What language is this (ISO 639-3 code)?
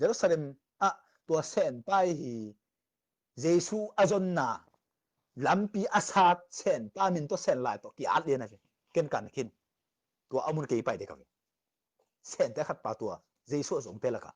ctd